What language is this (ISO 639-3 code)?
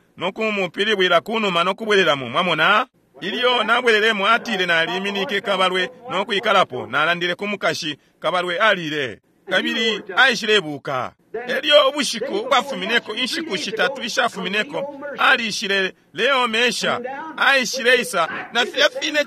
bem